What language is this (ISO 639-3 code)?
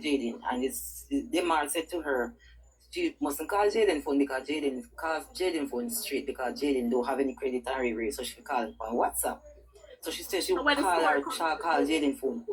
jam